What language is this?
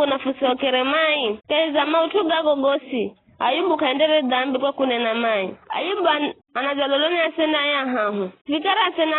Giryama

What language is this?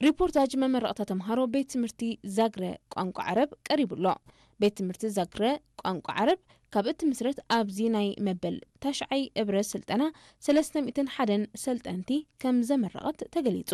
Tigrinya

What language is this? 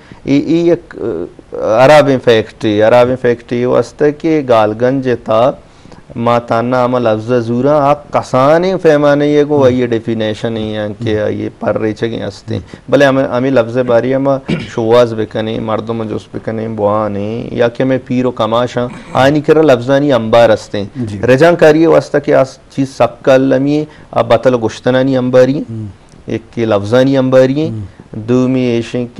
Eastern Balochi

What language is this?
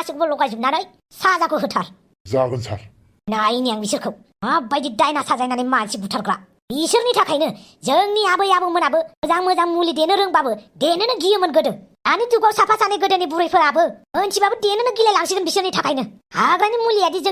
Bodo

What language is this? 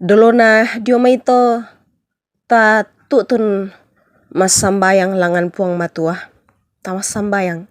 Toraja-Sa'dan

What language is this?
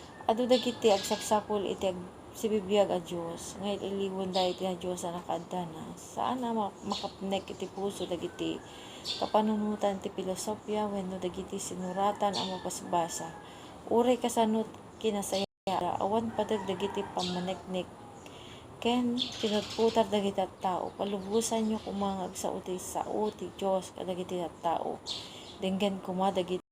Iloko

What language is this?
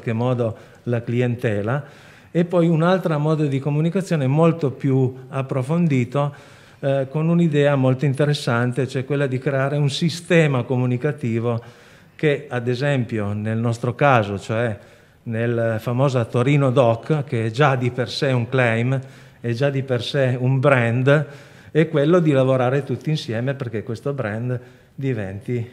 Italian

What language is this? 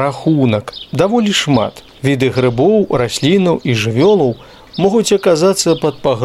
Belarusian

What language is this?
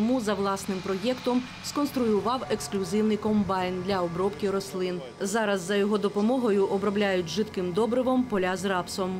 Ukrainian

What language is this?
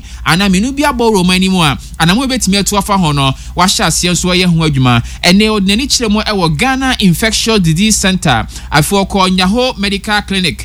Akan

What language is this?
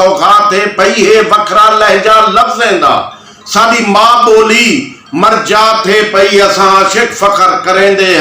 Saraiki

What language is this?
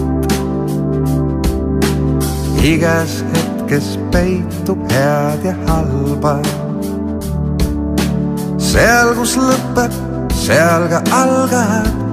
Estonian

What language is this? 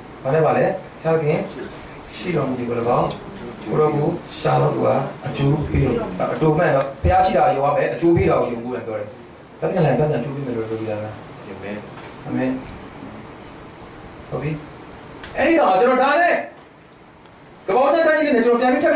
Burmese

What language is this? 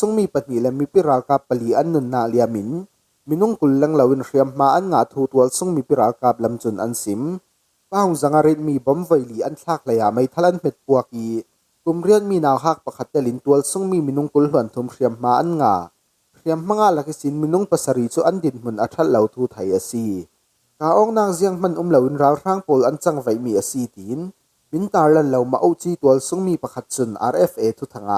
Falam Chin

